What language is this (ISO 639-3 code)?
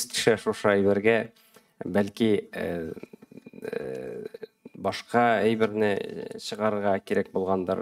tat